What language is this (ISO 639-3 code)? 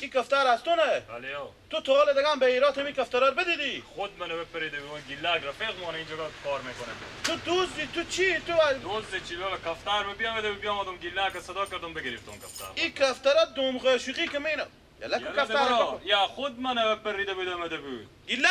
fas